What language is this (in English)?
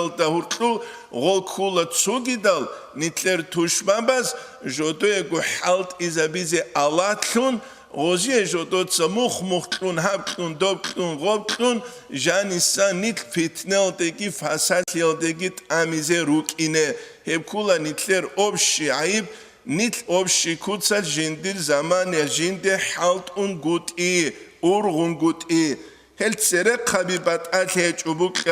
Avaric